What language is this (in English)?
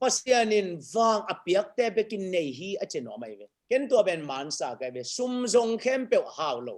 Tedim Chin